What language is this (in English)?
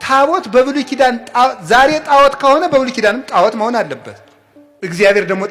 Amharic